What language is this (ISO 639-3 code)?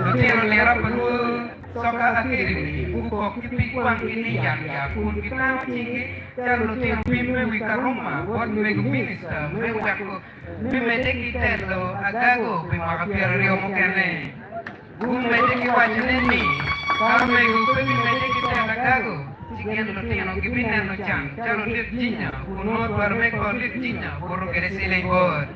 ach